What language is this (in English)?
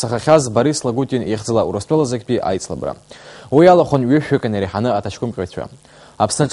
Abkhazian